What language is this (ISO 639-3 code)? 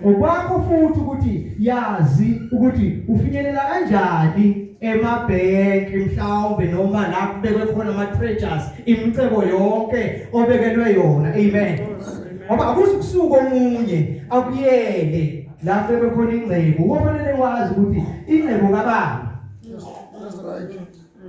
zul